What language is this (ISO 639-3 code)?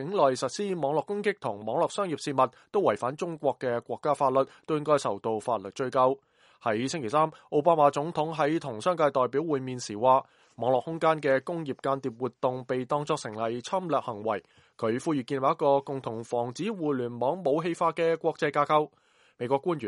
yue